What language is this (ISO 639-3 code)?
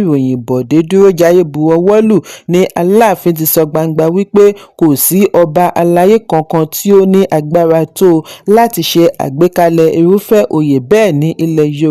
yor